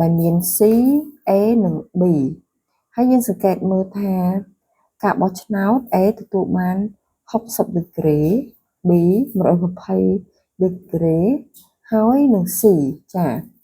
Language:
Khmer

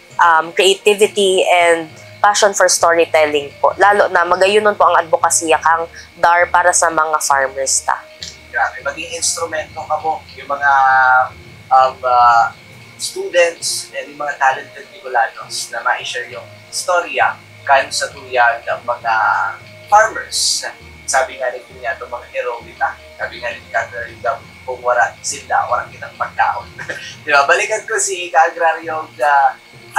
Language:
Bikol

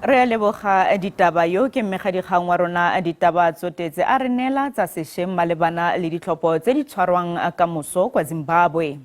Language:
Tswana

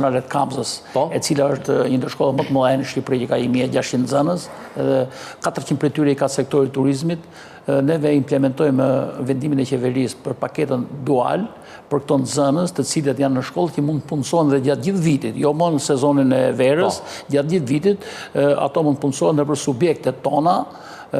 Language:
Albanian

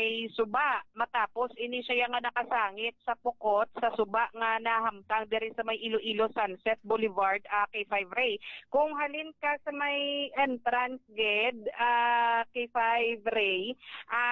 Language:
Hiligaynon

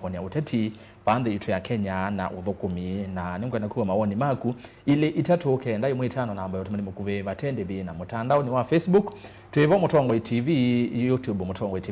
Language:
Kamba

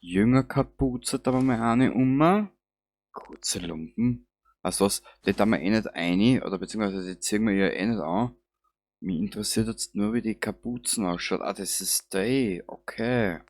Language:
Bavarian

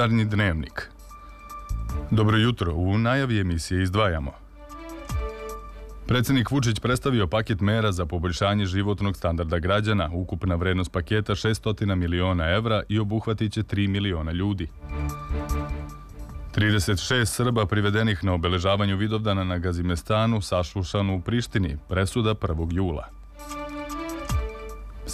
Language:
Serbian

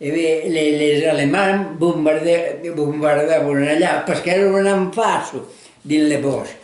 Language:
Occitan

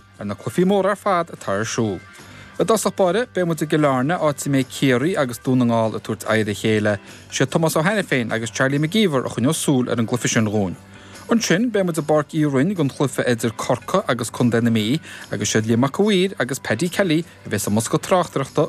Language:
Irish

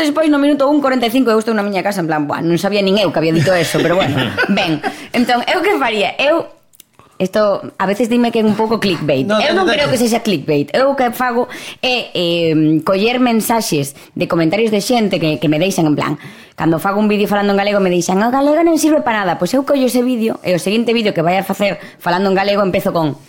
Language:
Galician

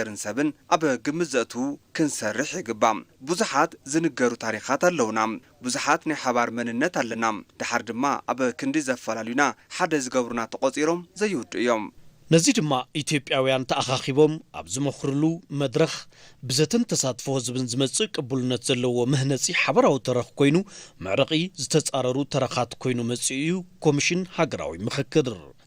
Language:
Tigrinya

